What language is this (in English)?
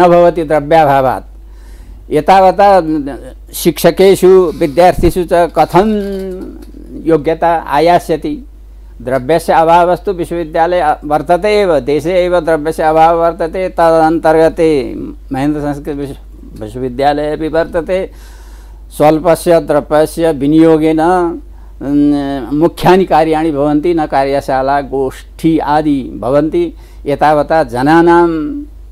Sanskrit